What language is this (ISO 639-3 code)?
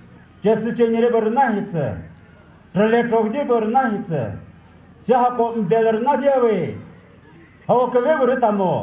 nri